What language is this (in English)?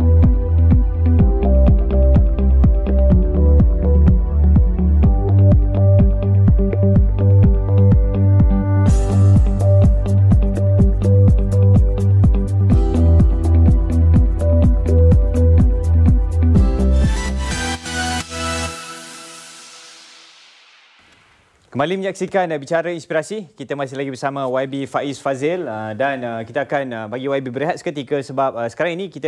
Malay